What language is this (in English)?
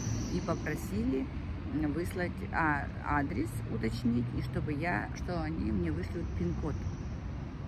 Russian